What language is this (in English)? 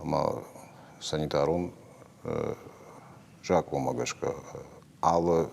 Ossetic